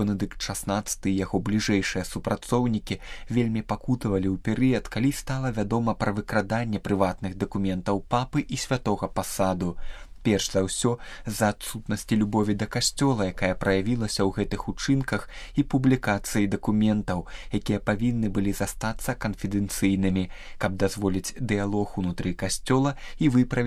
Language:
Belarusian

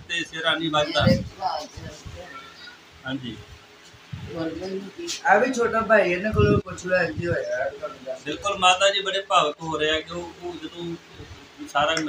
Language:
Punjabi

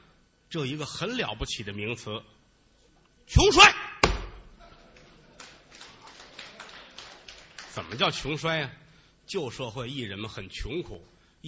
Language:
Chinese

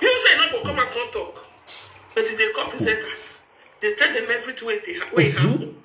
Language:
Nigerian Pidgin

